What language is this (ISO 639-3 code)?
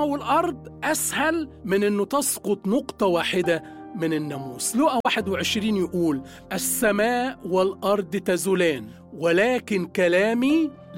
ara